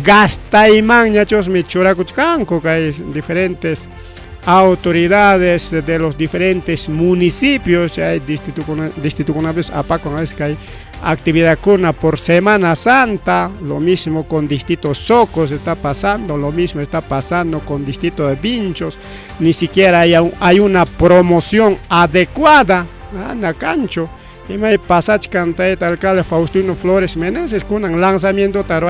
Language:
Ayacucho Quechua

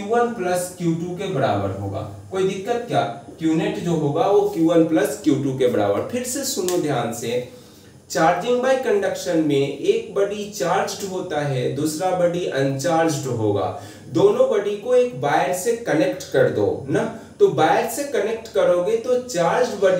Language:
Hindi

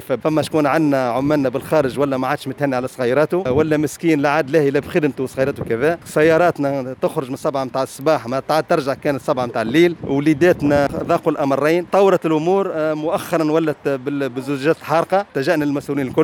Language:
Tunisian Arabic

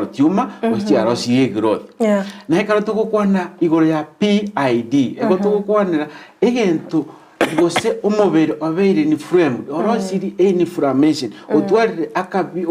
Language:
Gusii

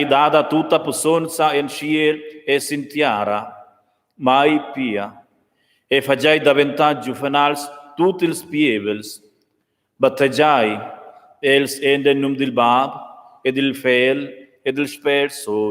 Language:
Romansh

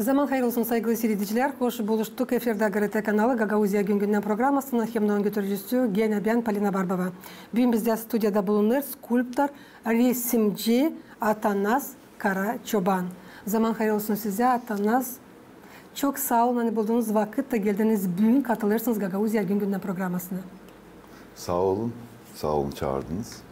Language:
Gagauz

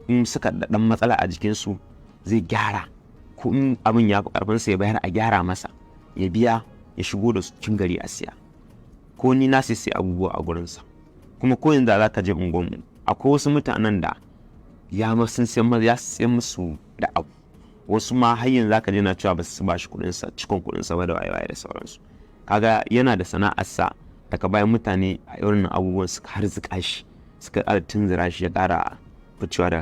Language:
Hausa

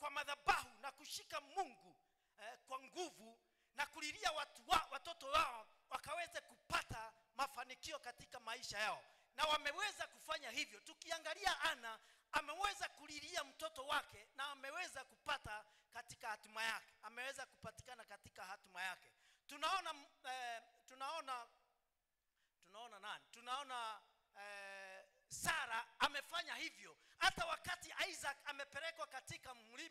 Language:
Swahili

